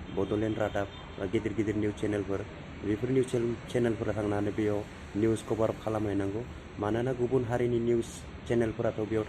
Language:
Bodo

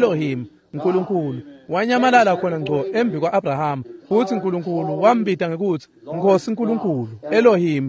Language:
Swati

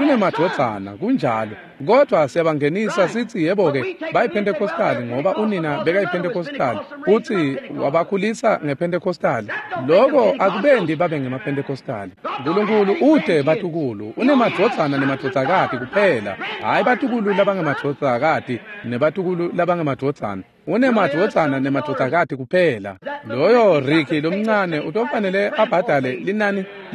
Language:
Swati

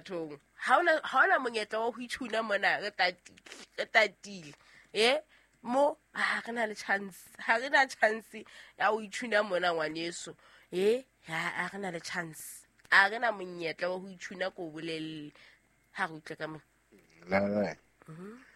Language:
Southern Sotho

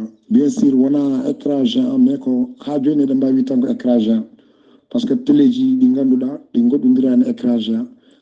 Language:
Fula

